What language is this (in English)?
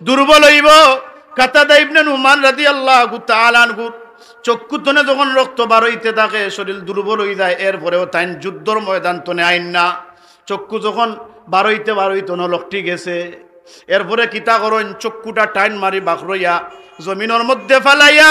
Sylheti